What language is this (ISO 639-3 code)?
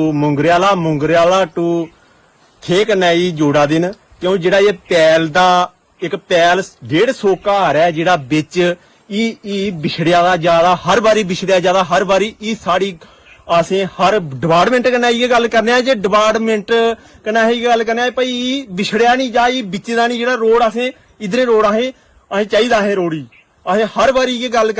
doi